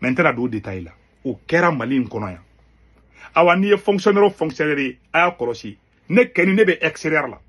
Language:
Bambara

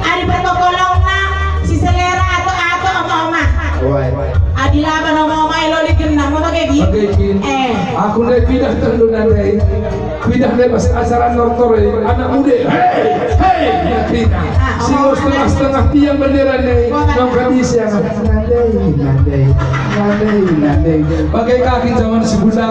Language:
Batak Karo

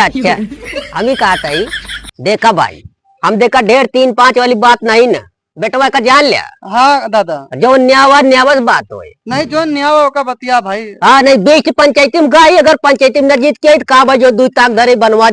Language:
Awadhi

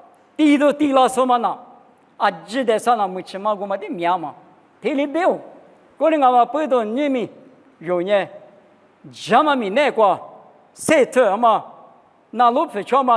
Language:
Lisu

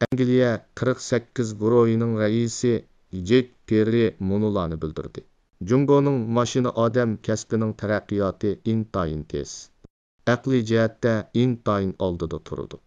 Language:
Uyghur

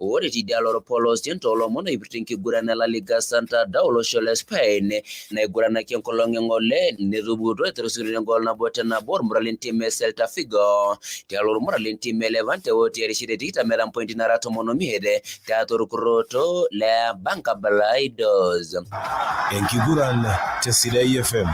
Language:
Masai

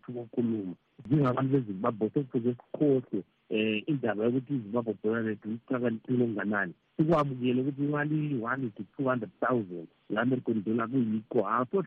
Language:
North Ndebele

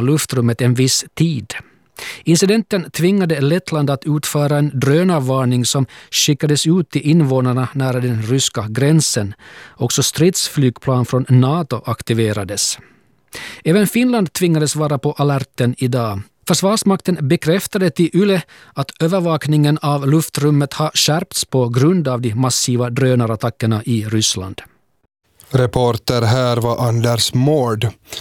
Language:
Swedish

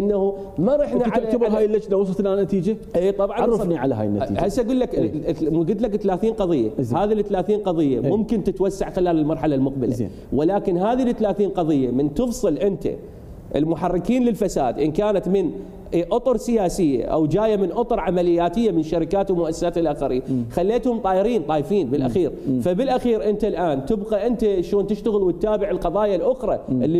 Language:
Mesopotamian Arabic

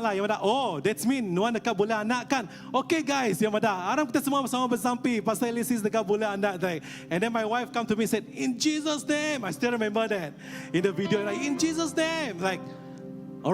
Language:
Iban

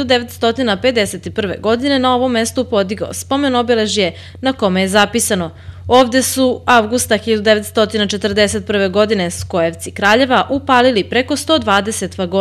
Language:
Serbian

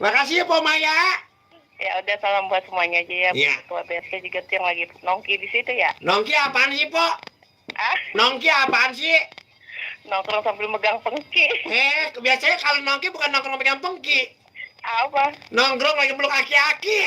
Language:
Betawi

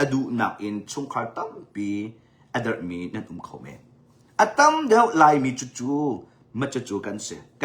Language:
Hakha Chin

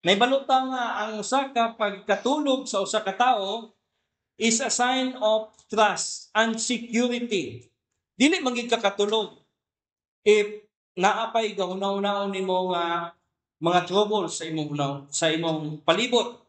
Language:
Cebuano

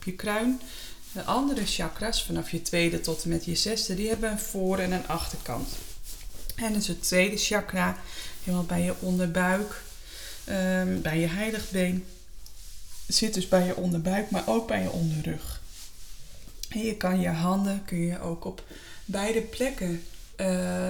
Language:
Dutch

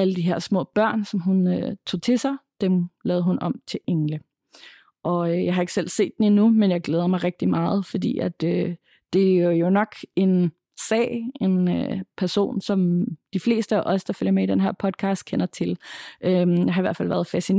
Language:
Danish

